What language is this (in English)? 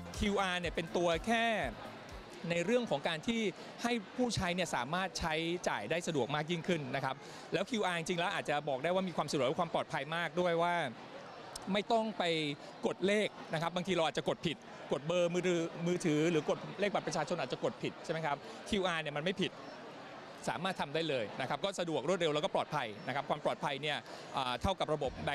Thai